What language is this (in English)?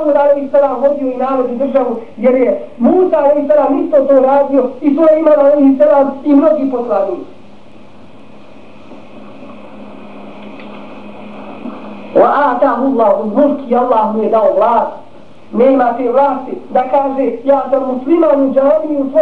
Bosnian